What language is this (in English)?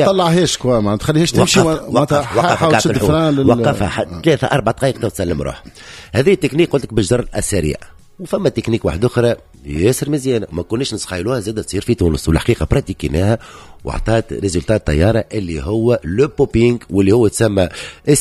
Tunisian Arabic